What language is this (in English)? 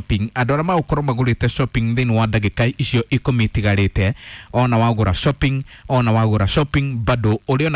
Kikuyu